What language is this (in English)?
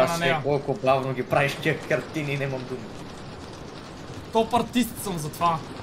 Bulgarian